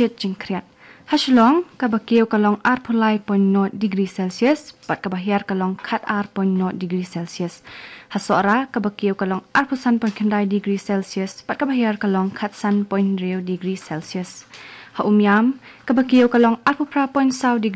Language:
Khasi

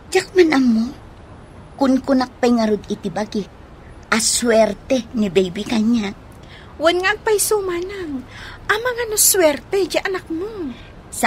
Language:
Iloko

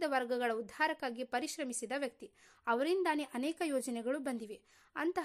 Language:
Kannada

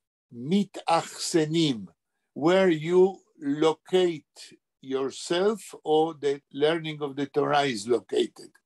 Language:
Yiddish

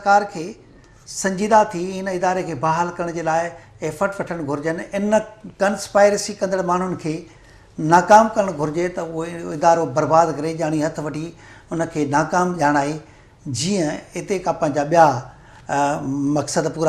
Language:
Sindhi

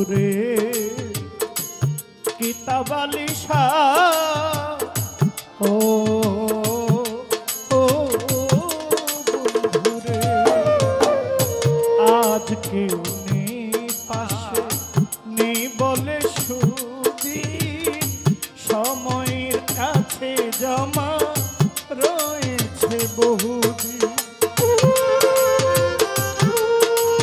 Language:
Bangla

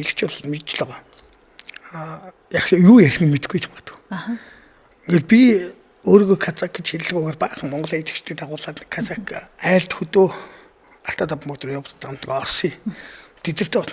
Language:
Mongolian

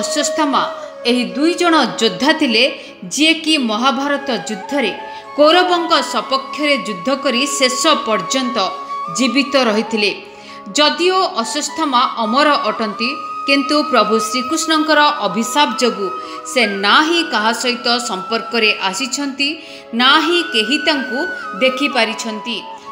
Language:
Odia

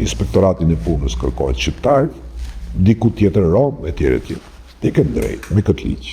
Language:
Albanian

